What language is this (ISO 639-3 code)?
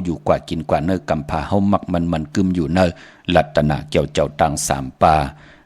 shn